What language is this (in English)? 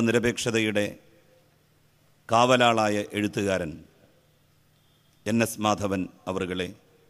Malayalam